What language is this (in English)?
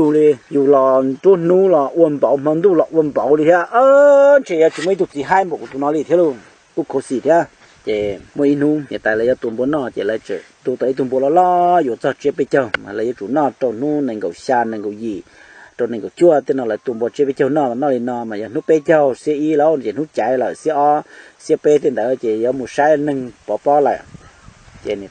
Hmong